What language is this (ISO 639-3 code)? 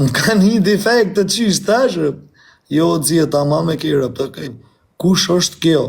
sqi